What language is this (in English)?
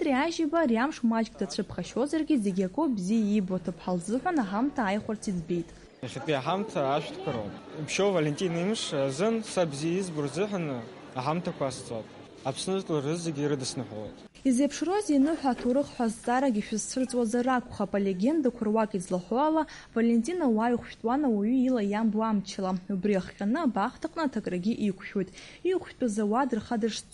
Abkhazian